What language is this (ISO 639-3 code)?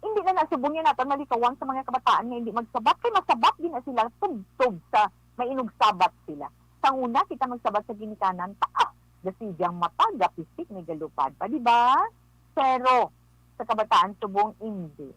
hil